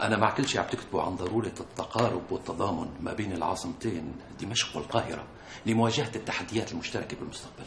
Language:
North Levantine Arabic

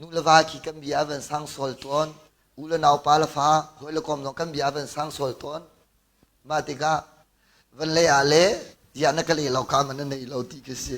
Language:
Hakha Chin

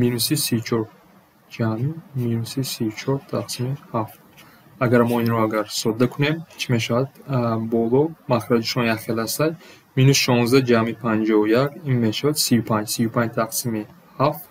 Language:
Tajik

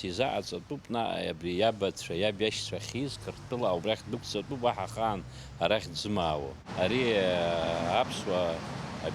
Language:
Abkhazian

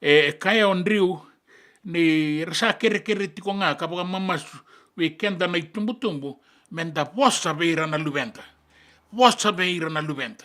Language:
Fijian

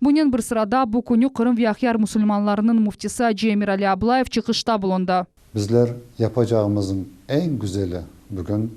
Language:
Crimean Tatar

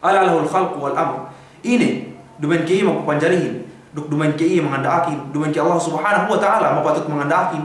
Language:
Yakan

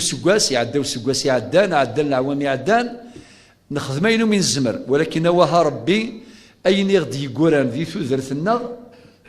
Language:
Kabyle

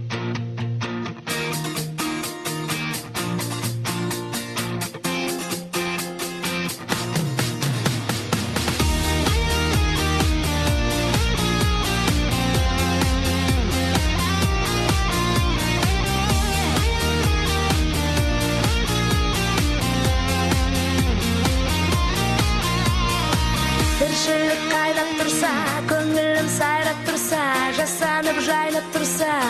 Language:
Kazakh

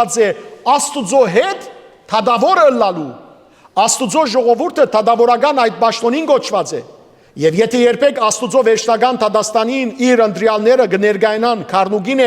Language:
Western Armenian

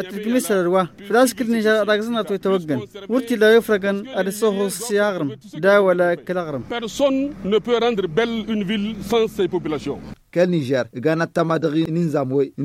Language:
Hausa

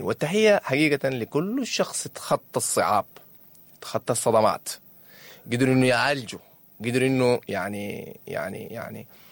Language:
Sudanese Arabic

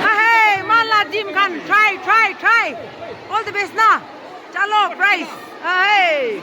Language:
Naga Pidgin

